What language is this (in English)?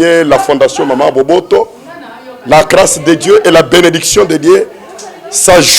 Lingala